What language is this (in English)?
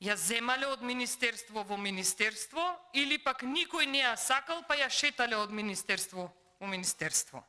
Macedonian